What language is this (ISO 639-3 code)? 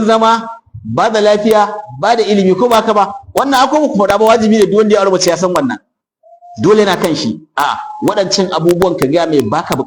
hau